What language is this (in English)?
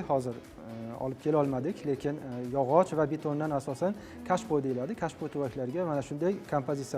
Uzbek